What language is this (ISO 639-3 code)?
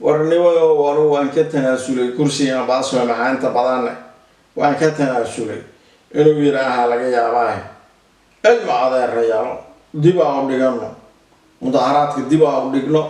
som